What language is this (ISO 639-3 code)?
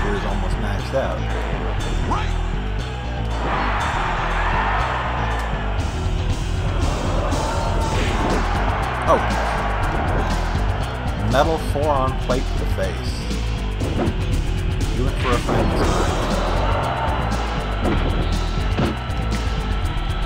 eng